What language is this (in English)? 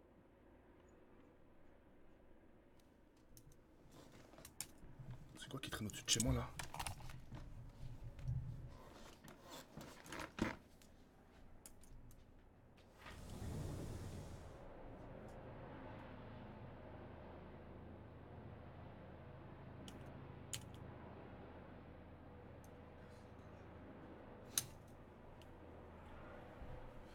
French